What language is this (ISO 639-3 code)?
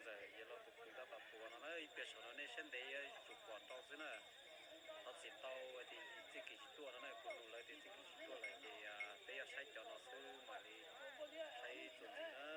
hmn